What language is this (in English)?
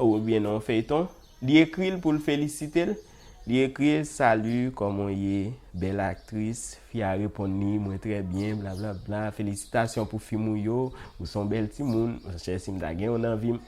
Haitian Creole